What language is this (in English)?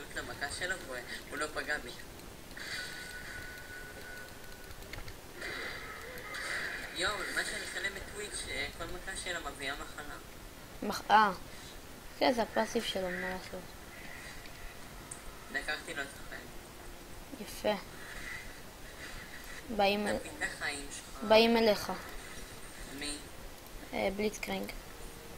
Hebrew